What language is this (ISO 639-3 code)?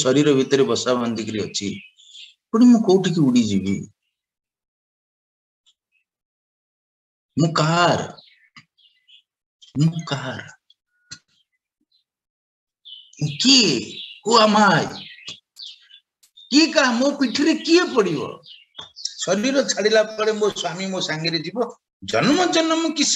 ori